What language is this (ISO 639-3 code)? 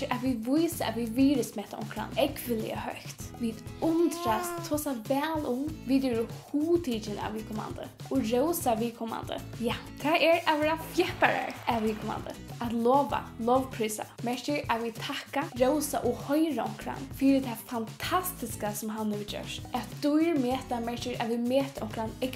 fao